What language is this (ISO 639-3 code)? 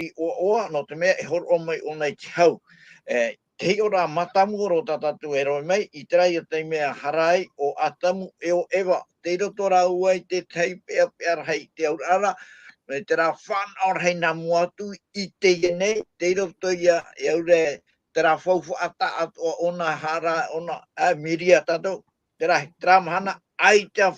tah